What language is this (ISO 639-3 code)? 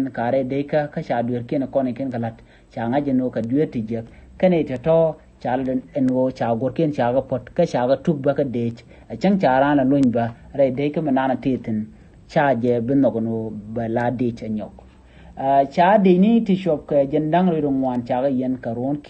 nus